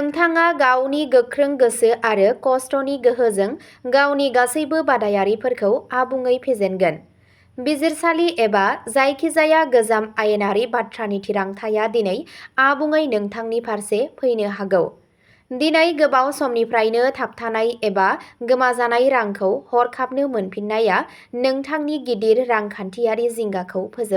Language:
Bodo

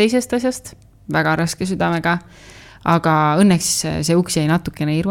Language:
Estonian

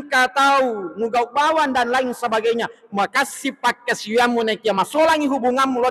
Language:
Buginese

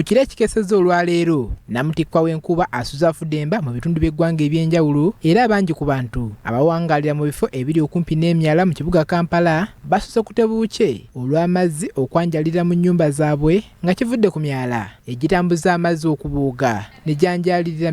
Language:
Ganda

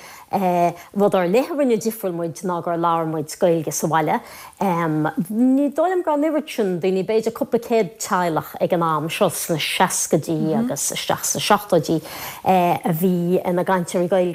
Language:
Irish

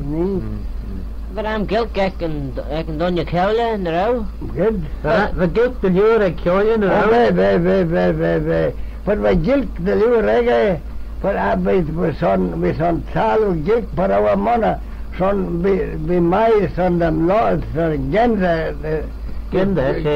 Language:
Manx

